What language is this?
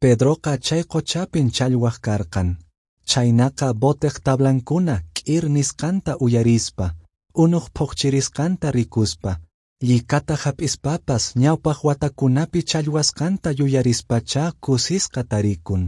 Quechua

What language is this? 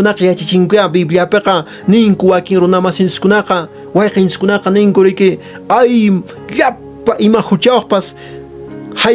Quechua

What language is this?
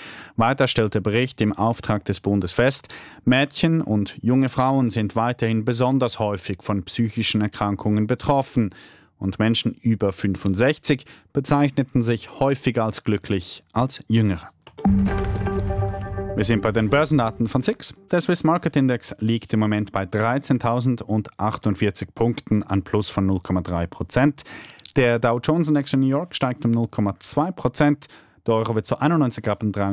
German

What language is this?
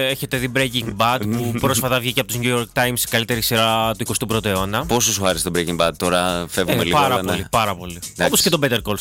Greek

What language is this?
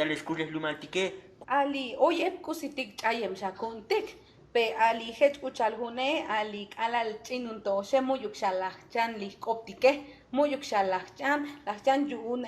Tzotzil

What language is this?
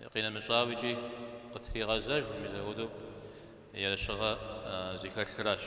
Kabardian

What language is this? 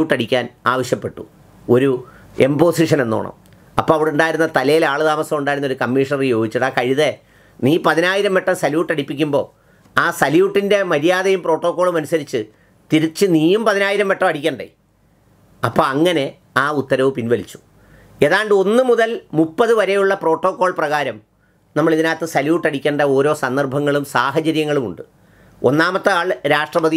Malayalam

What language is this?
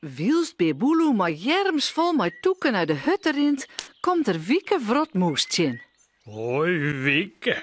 Western Frisian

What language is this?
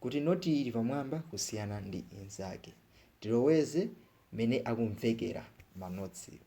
Nyanja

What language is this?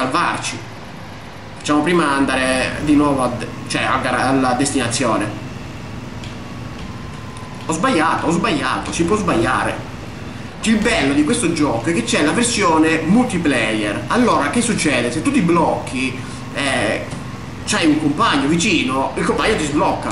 Italian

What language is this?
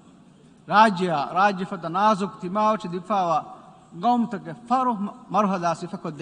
Divehi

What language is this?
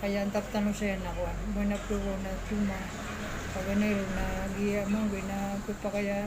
Maranao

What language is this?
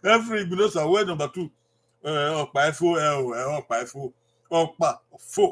Bini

